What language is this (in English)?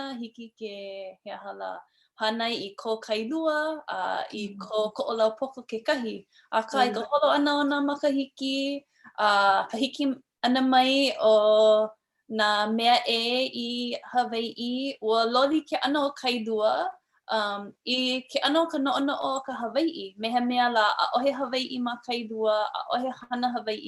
Hawaiian